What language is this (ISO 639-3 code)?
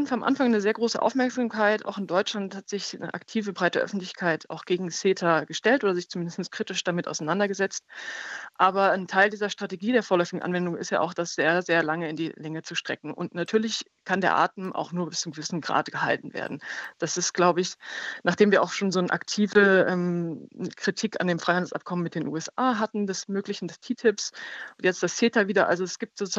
deu